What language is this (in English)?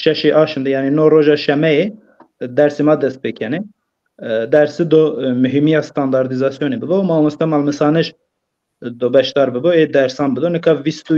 Zaza